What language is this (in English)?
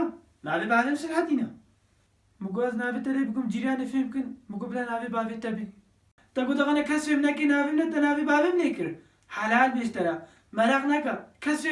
Kurdish